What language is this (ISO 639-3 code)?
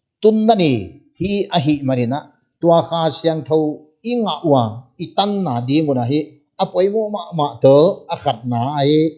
pck